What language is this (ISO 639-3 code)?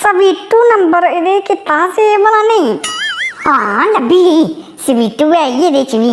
doi